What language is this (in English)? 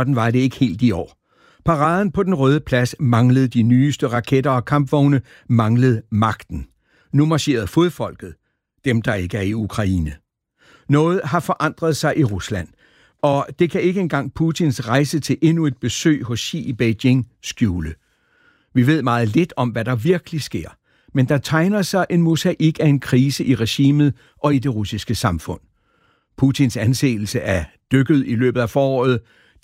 Danish